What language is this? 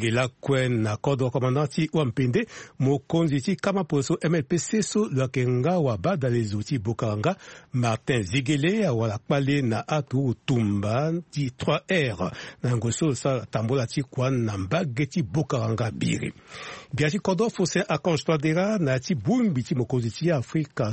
Sango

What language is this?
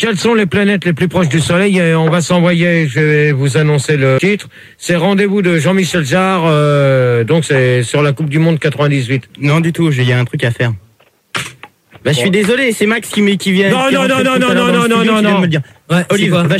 French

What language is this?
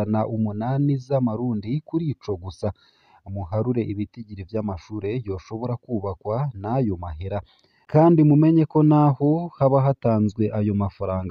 Rundi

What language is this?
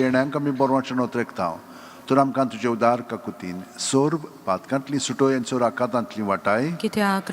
Konkani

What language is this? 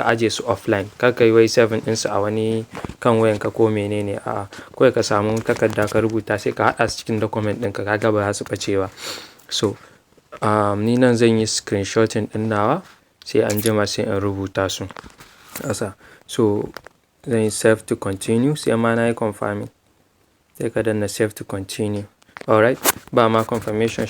Hausa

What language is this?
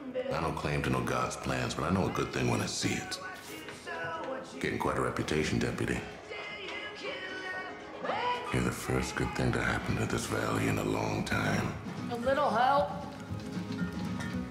English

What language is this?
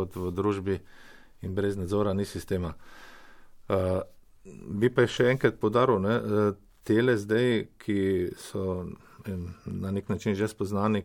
Slovenian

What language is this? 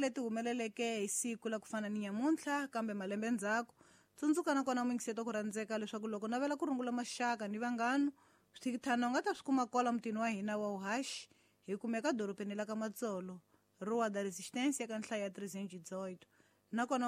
Tsonga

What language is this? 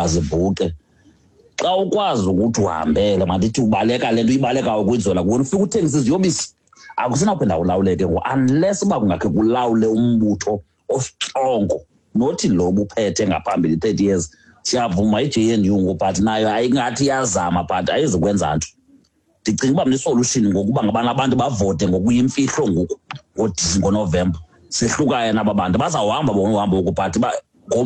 Xhosa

